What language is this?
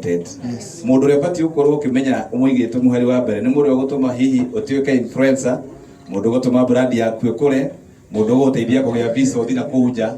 Kikuyu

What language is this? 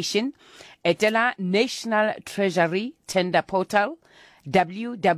Southern Sotho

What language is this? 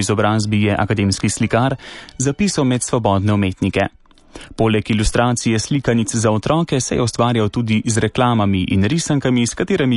Slovenian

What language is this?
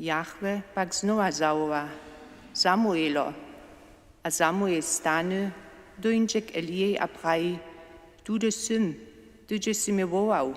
Upper Sorbian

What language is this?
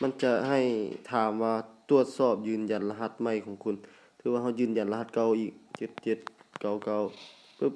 Lao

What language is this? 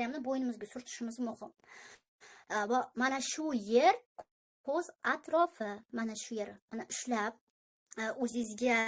Uzbek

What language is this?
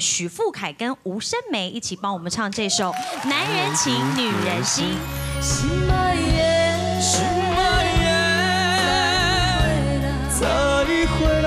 Chinese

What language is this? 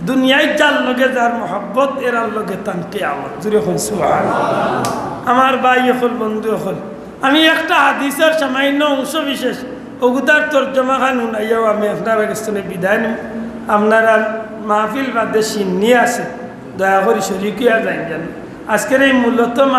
Sylheti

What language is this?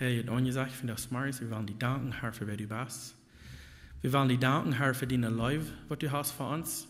Plautdietsch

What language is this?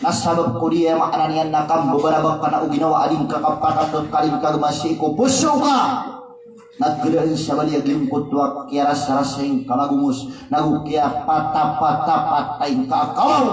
Maranao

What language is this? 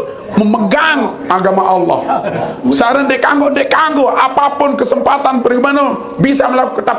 Sasak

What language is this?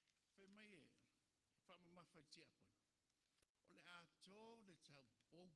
Samoan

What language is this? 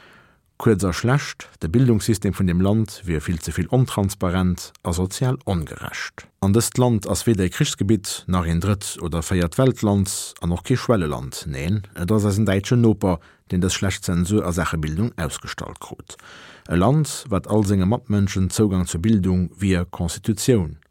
Luxembourgish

